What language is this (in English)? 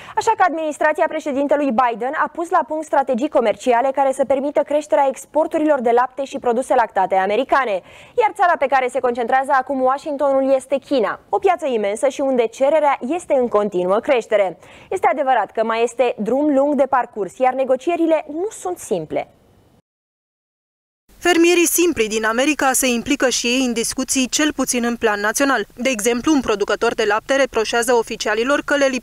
Romanian